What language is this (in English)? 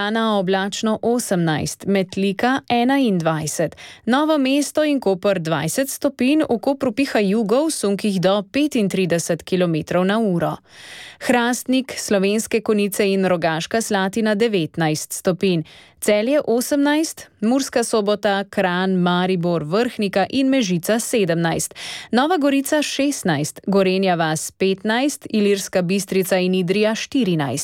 Slovenian